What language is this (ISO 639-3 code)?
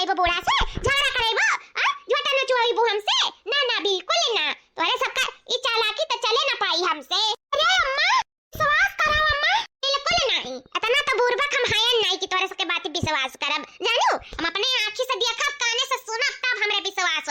awa